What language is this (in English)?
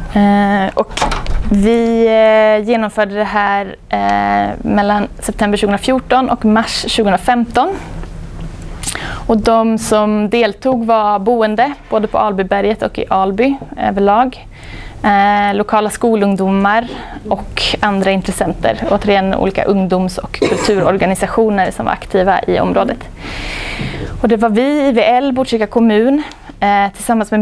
Swedish